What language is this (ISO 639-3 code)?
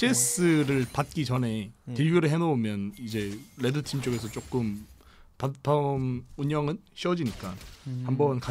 kor